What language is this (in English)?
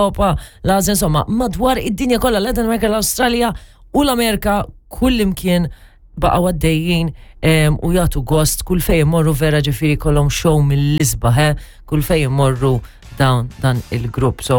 Maltese